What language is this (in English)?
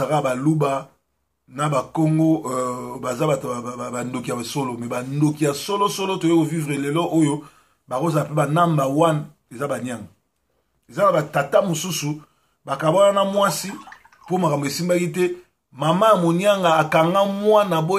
Lingala